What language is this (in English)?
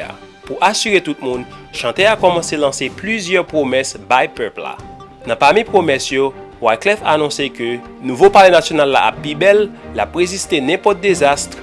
Haitian Creole